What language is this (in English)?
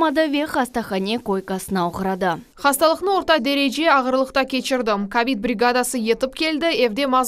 Crimean Tatar